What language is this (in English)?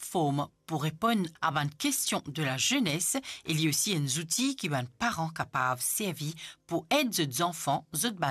Morisyen